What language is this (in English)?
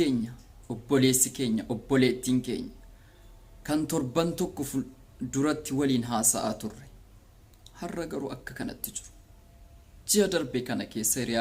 Oromo